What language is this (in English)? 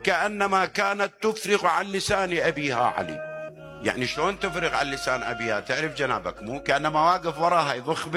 Mesopotamian Arabic